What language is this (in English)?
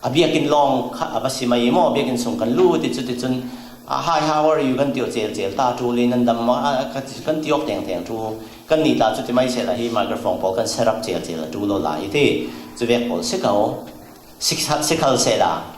Falam Chin